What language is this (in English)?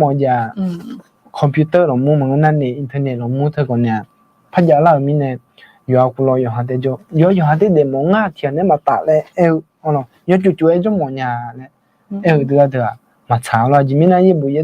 Akha